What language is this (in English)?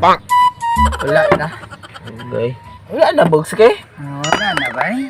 Cebuano